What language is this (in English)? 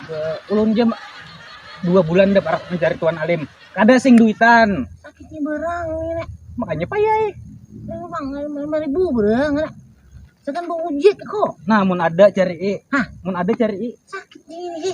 Banjar